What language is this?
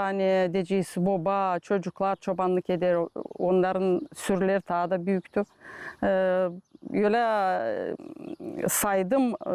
Gagauz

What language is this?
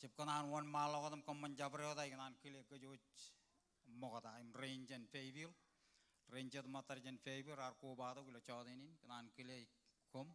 Marshallese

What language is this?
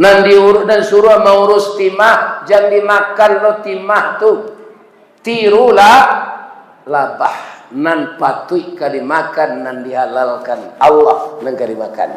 Minangkabau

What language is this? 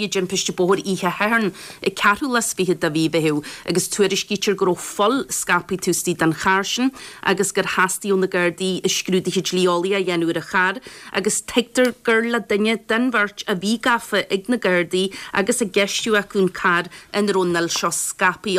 Irish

